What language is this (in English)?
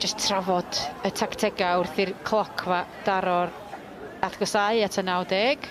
Welsh